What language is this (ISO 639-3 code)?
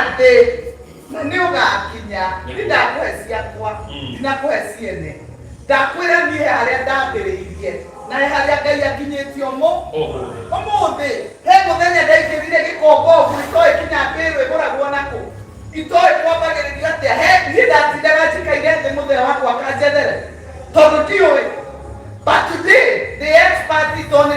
kik